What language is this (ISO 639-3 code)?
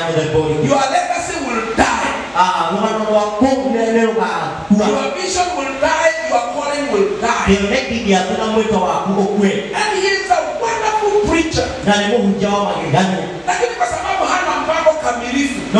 swa